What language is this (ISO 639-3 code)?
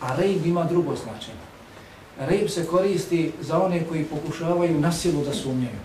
bos